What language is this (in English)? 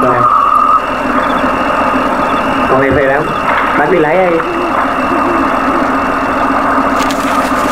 Vietnamese